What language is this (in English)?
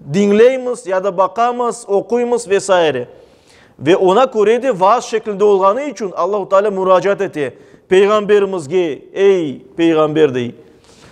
Crimean Tatar